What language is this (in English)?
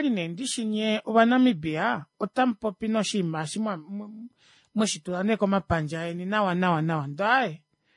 Kuanyama